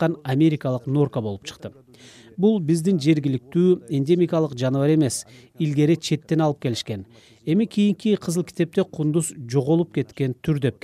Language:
Kyrgyz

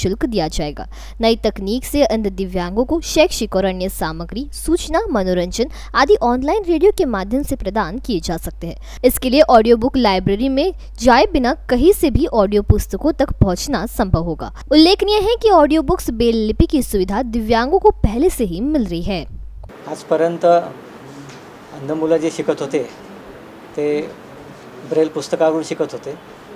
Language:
Hindi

